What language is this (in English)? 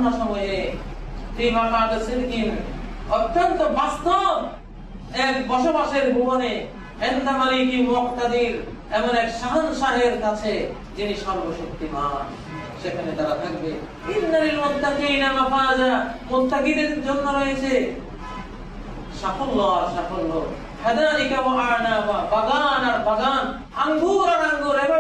Bangla